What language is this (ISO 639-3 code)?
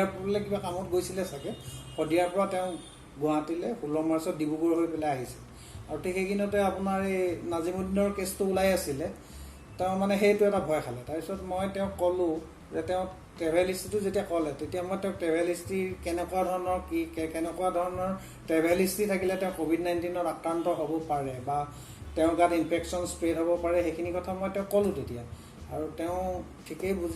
asm